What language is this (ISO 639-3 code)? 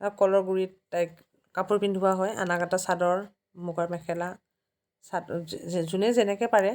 asm